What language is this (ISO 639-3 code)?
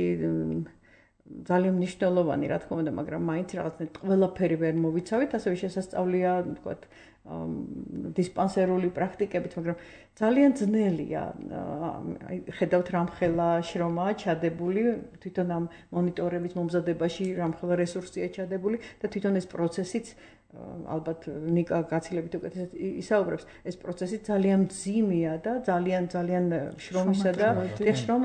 kat